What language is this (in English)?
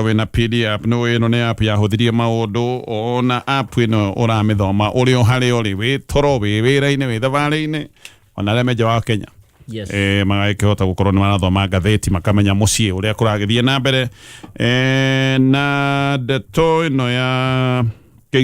Kikuyu